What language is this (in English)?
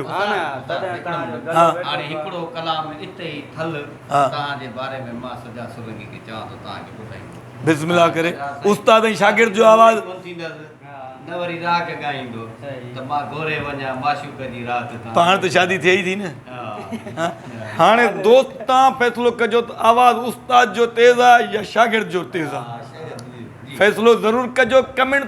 Sindhi